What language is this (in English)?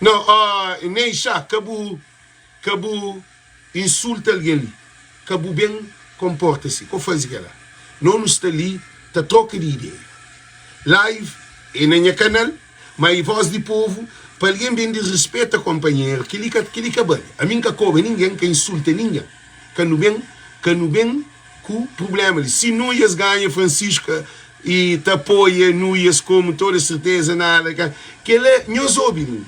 Kabuverdianu